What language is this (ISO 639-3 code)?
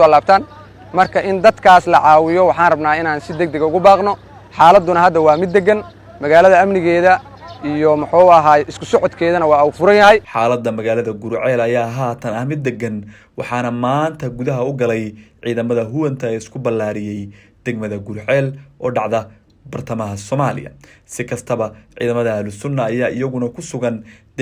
som